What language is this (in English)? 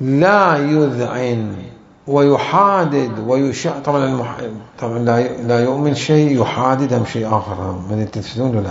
Mesopotamian Arabic